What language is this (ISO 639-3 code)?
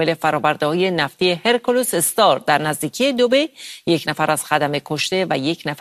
fas